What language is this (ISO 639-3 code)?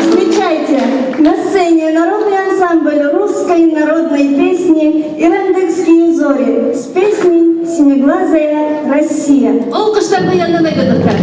bak